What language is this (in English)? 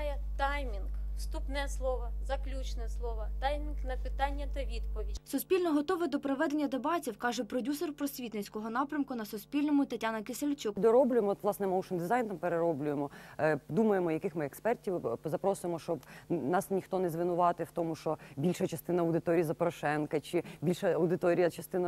Ukrainian